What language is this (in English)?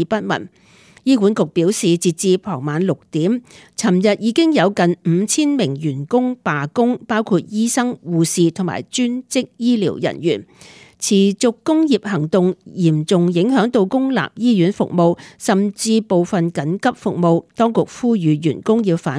Cantonese